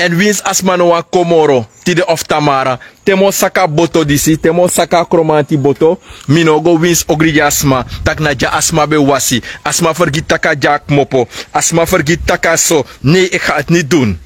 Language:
Sranan Tongo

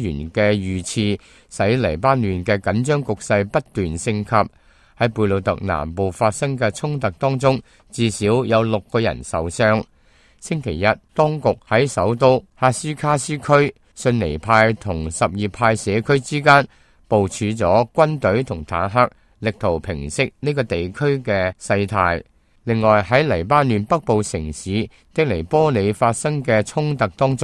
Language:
Cantonese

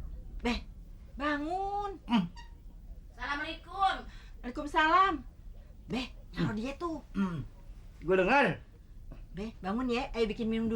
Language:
Betawi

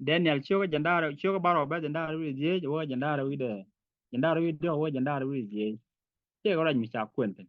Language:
Nuer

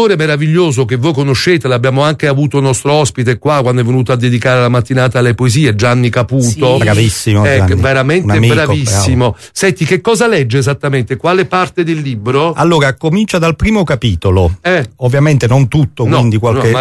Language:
Italian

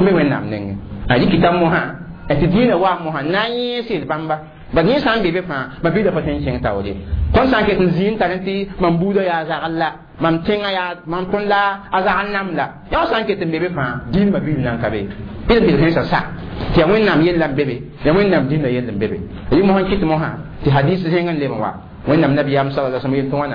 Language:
Mossi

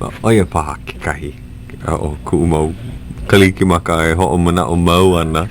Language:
Hawaiian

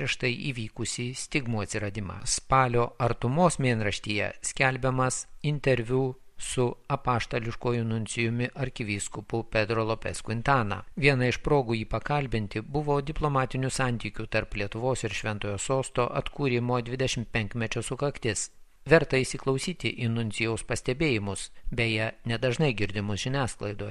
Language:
Lithuanian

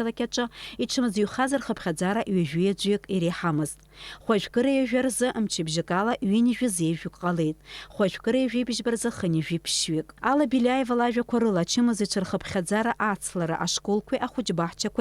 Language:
Abkhazian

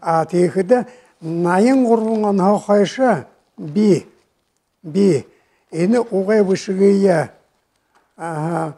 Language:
Buriat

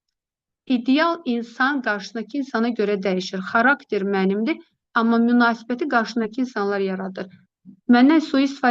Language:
Azerbaijani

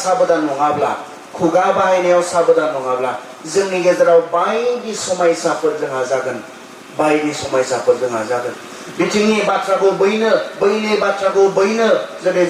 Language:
Bodo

